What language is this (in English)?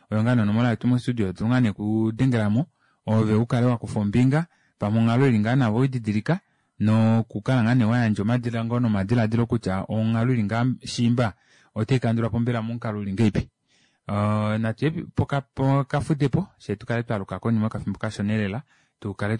Kuanyama